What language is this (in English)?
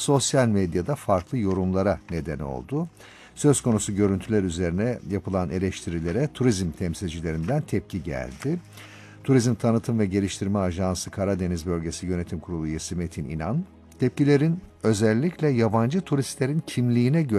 Turkish